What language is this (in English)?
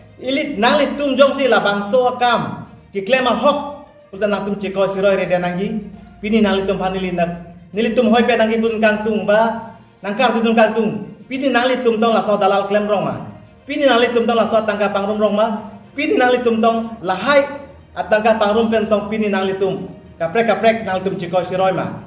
Karbi